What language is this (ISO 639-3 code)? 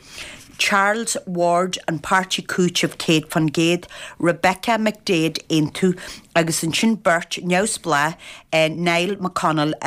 gle